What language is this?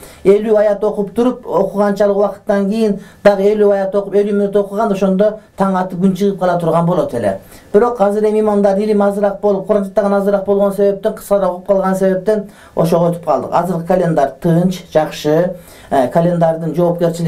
Kyrgyz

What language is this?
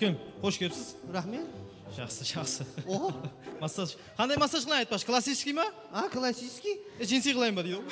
Kara-Kalpak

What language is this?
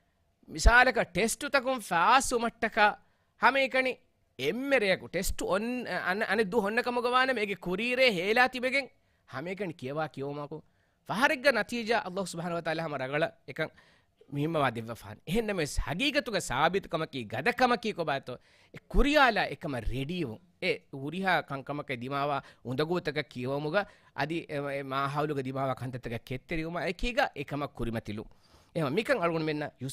Divehi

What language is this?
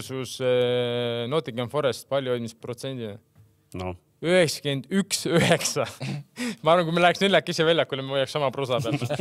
Estonian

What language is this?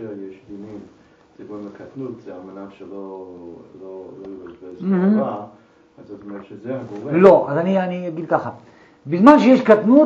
Hebrew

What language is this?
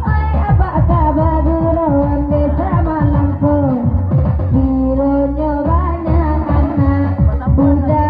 Minangkabau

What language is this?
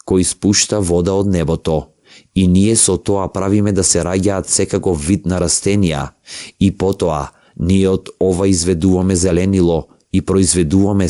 Macedonian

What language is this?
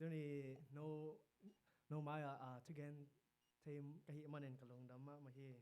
Tedim Chin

